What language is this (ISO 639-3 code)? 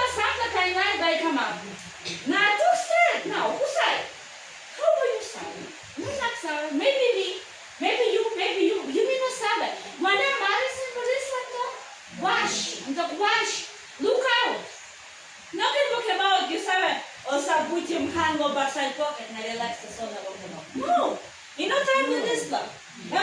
tpi